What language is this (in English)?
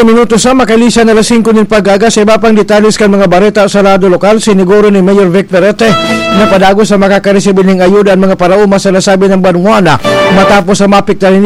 Bikol